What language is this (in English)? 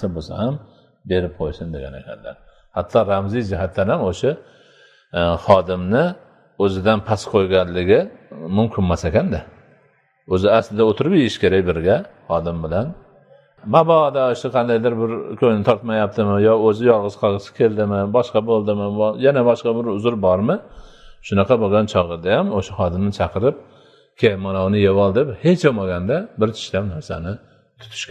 Uzbek